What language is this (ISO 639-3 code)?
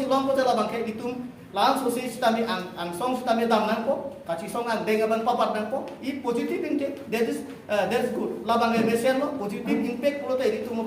mjw